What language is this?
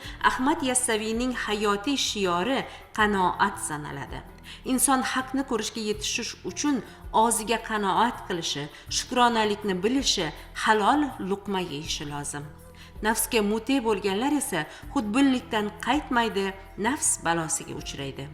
Uzbek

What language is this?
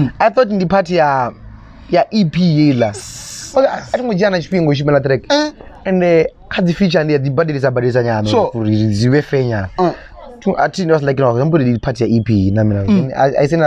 Venda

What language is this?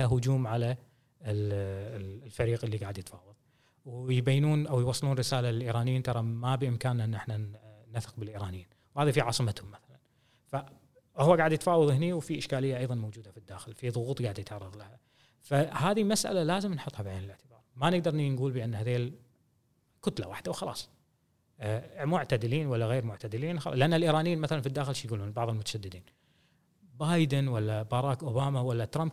Gulf Arabic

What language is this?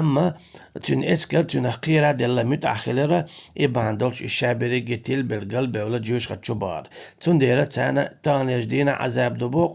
Chechen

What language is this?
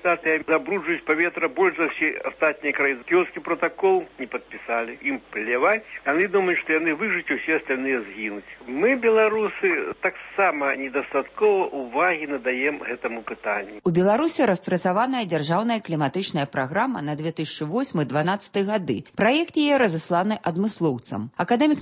Belarusian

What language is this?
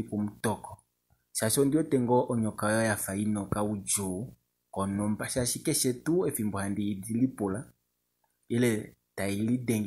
Kuanyama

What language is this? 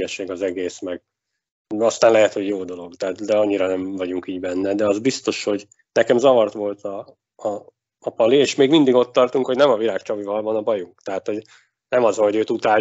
Hungarian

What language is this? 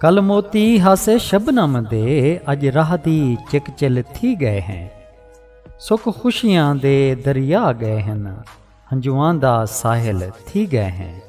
Saraiki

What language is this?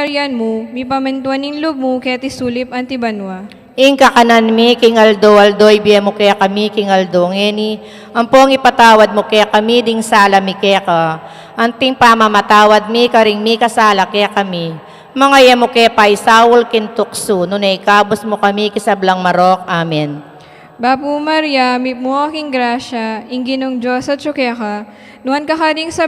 Pampanga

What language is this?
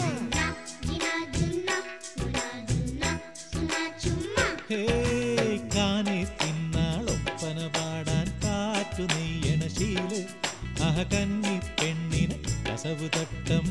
Malayalam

